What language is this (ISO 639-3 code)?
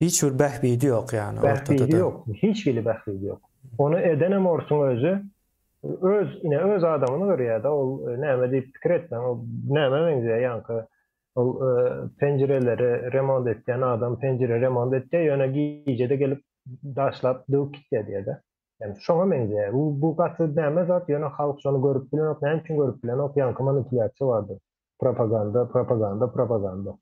tuk